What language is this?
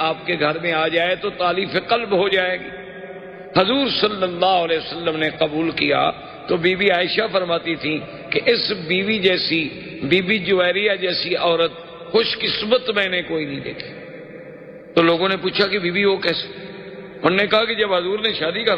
Urdu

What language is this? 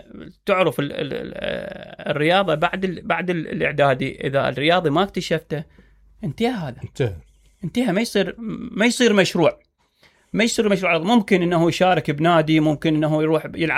Mesopotamian Arabic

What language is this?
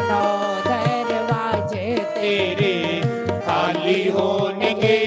Dogri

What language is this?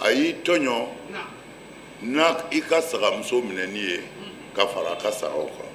Bambara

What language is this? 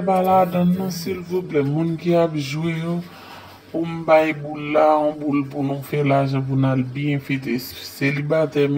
Haitian Creole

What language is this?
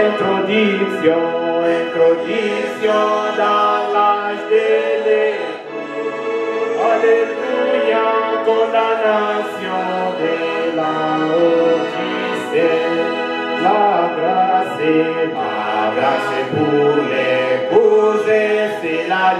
Swahili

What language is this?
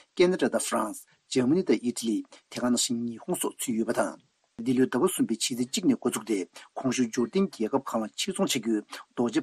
Tibetan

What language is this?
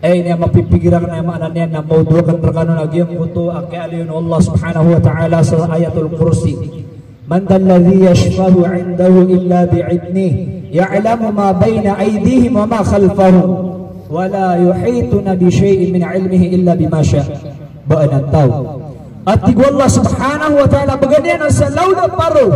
Maranao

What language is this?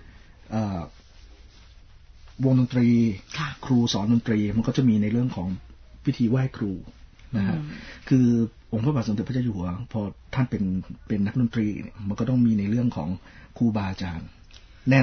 Thai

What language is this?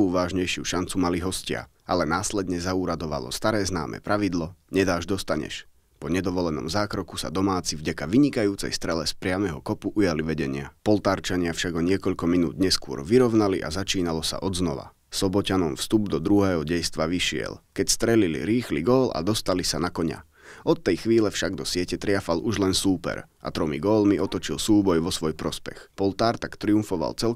Slovak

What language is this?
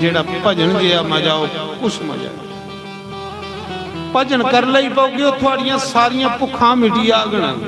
Dogri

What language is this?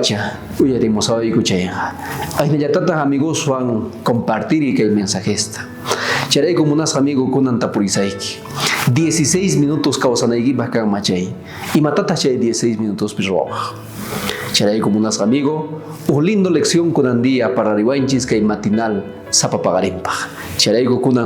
South Bolivian Quechua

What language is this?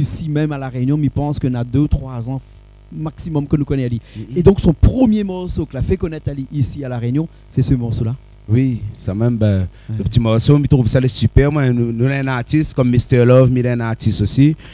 Réunion Creole French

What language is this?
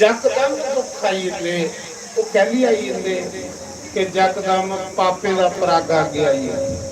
Dogri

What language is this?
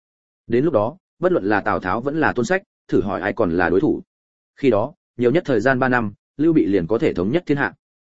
Vietnamese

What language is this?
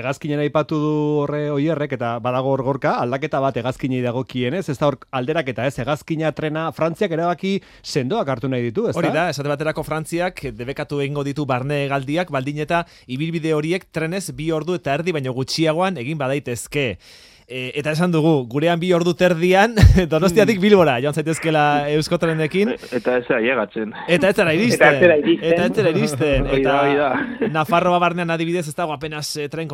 Basque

